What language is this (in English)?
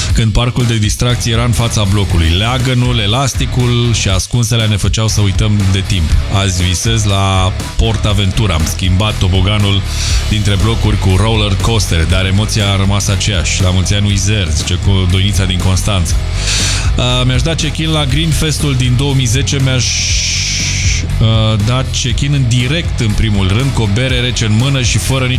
Romanian